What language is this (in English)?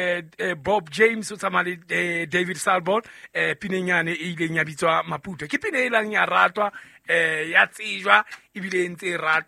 Southern Sotho